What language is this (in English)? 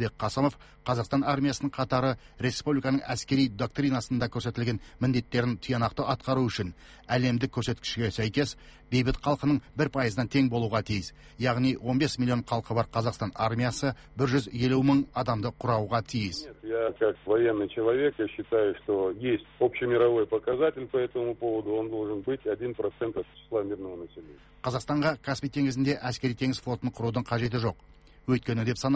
Kazakh